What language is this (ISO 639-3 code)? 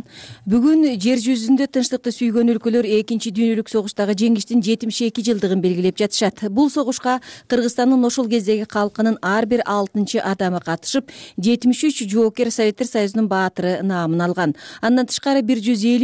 kir